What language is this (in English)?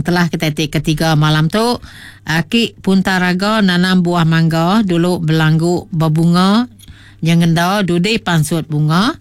Iban